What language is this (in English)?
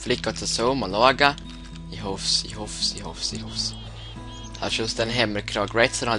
Swiss German